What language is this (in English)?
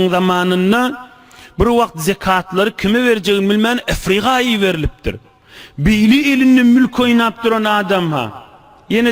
Turkmen